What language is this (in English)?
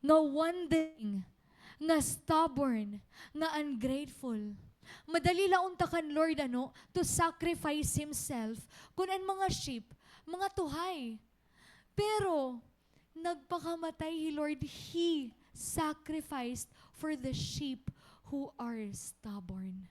Waray